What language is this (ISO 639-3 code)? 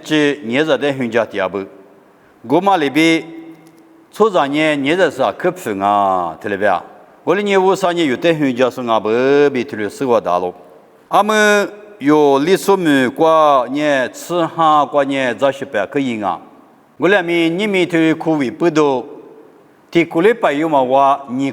lis